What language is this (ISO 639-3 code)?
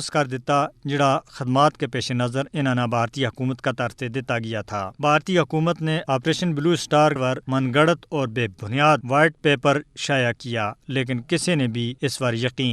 gju